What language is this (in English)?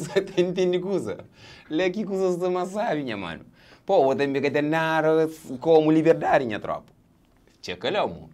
Kabuverdianu